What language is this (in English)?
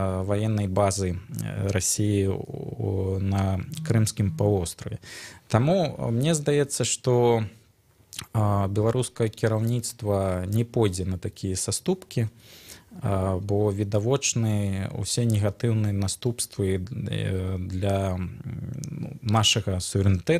Belarusian